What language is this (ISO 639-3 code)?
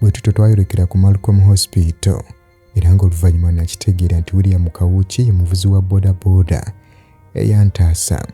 lug